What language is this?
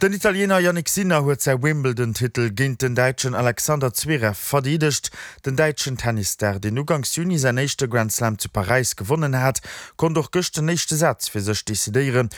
Luxembourgish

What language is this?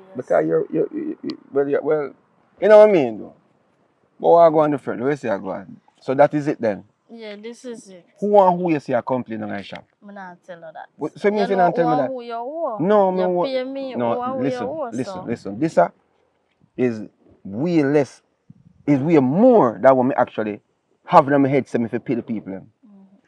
Jamaican Creole English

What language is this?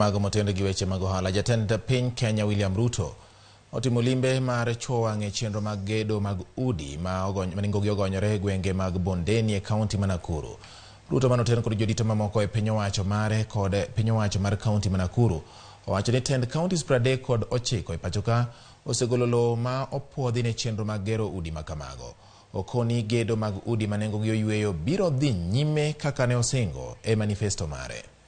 Luo (Kenya and Tanzania)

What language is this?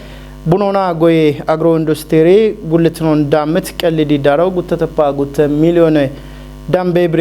Kafa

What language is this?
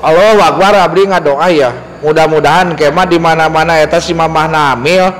Sundanese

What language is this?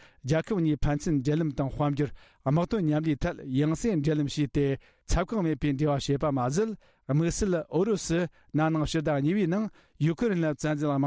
Tibetan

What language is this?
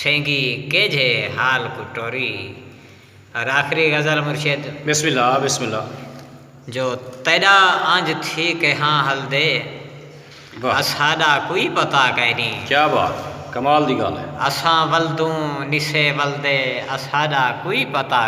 Saraiki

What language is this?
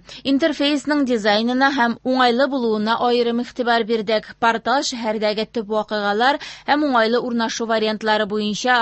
Tatar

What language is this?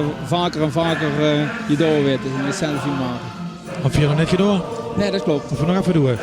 Limburgish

